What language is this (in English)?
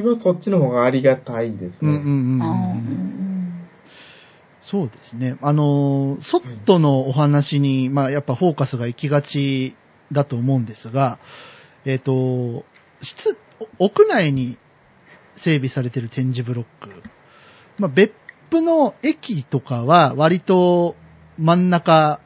Japanese